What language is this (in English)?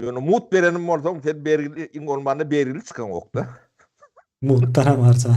Turkmen